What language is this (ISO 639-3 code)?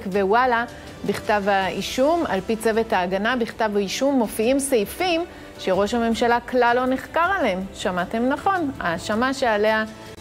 heb